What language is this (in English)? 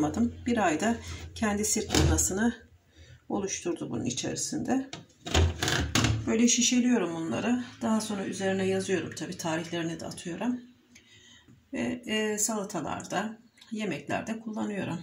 Turkish